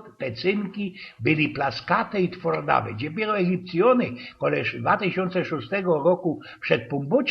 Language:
Silesian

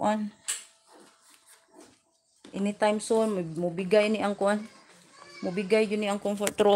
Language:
Cebuano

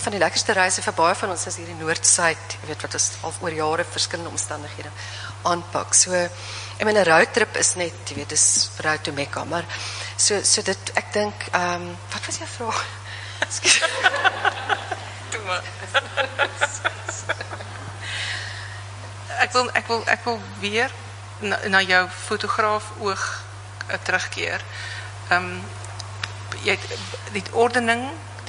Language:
Afrikaans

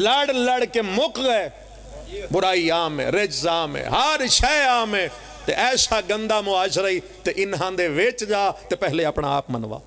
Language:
Pahari-Potwari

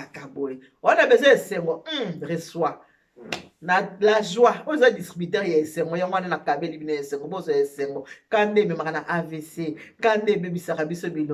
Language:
Lingala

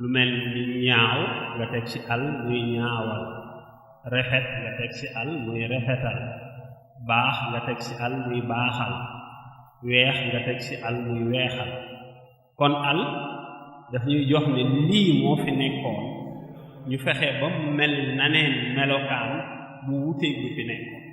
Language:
Wolof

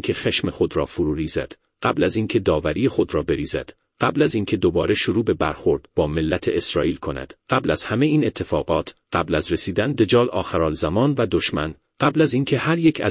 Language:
Persian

